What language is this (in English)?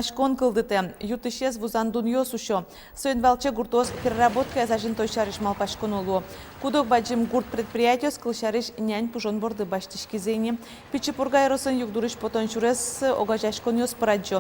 Udmurt